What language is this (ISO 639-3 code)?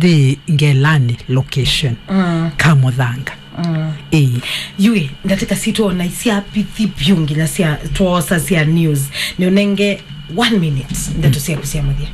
kam